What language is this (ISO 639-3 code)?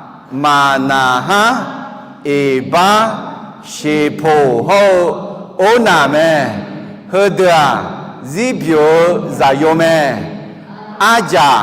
ahk